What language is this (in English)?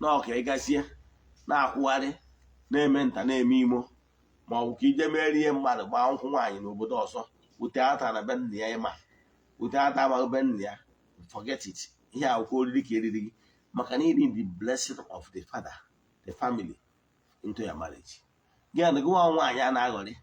Igbo